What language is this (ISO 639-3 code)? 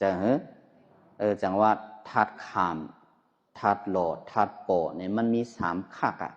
shn